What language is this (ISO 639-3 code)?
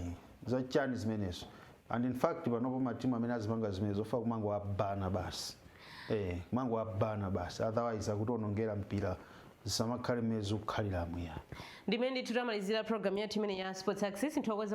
nya